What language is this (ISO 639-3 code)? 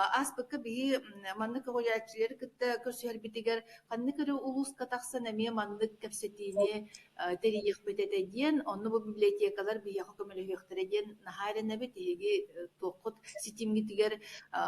sah